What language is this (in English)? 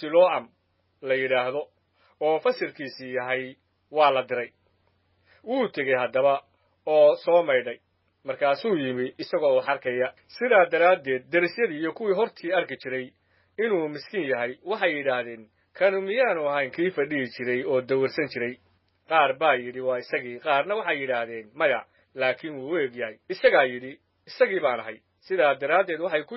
Somali